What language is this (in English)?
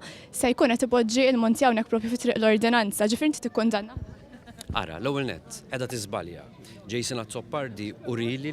Maltese